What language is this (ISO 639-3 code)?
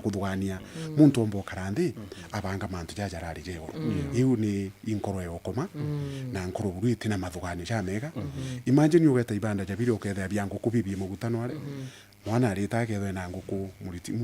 mer